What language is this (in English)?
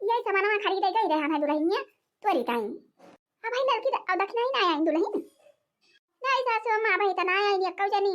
Awadhi